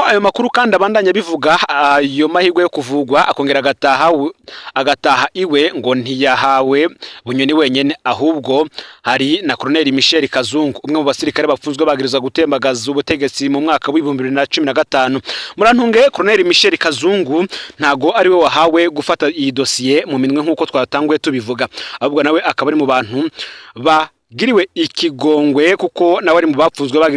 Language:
Rundi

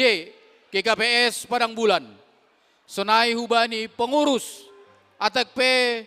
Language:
Batak Simalungun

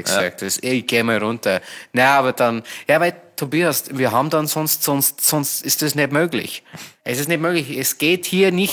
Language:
Bavarian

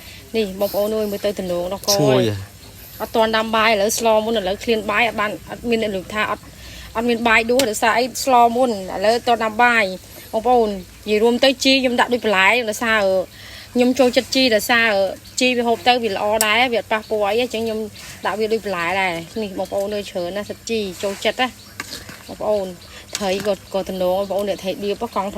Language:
Khmer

